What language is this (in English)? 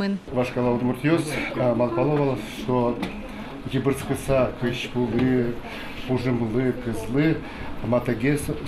Udmurt